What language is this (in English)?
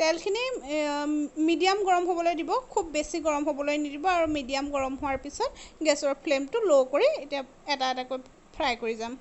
Assamese